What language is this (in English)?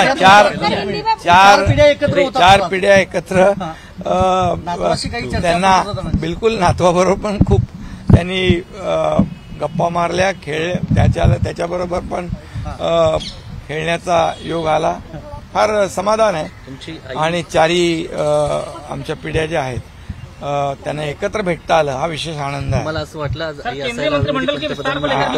Marathi